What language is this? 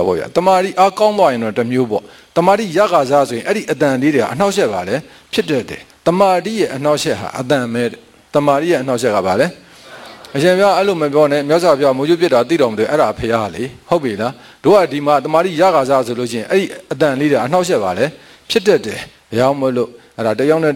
Burmese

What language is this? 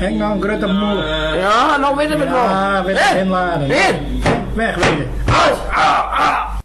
Western Frisian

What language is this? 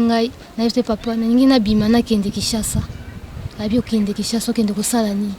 Lingala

